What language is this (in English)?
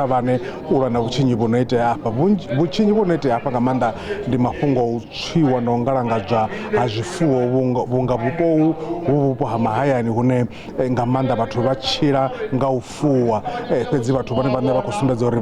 Venda